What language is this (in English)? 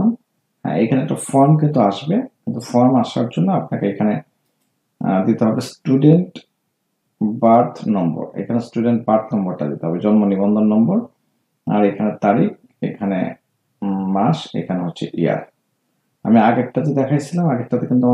Bangla